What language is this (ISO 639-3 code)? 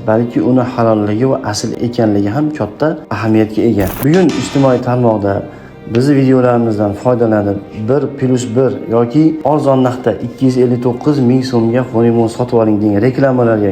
uzb